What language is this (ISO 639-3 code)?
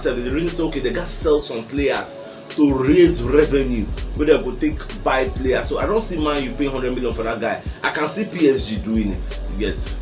pcm